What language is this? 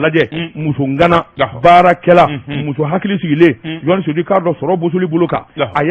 Bambara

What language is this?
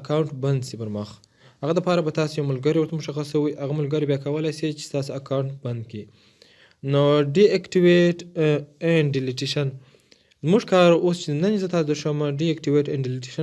Pashto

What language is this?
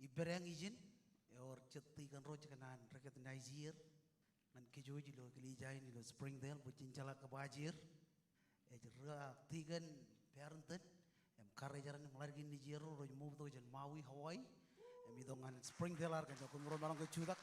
Marshallese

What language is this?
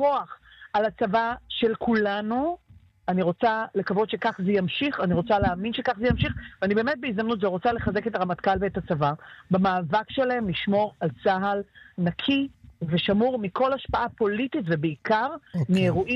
Hebrew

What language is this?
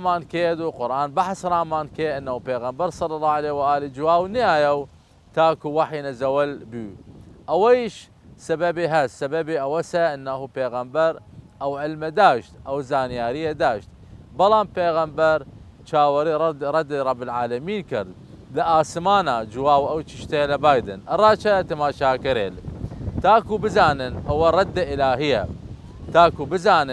Southern Kurdish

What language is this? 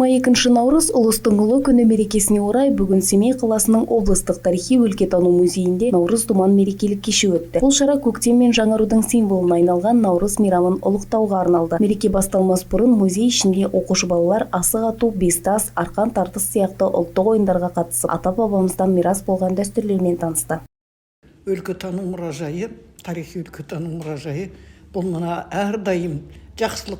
Kazakh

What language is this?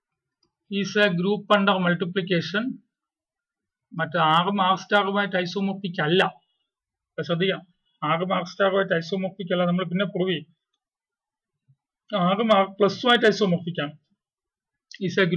Malayalam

